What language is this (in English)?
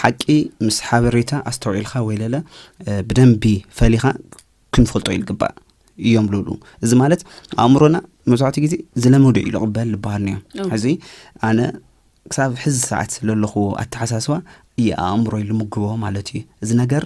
Tigrinya